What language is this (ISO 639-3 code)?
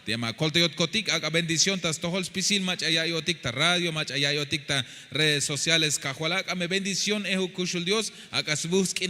tzh